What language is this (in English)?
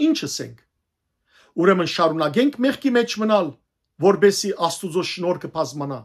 Western Armenian